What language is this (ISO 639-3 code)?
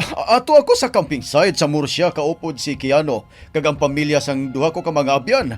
hil